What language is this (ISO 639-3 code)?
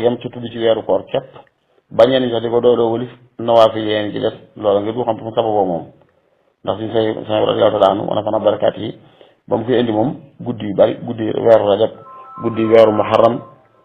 wol